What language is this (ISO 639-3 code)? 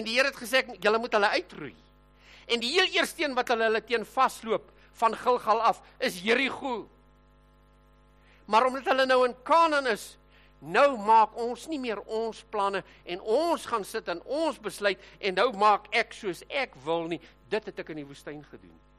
afr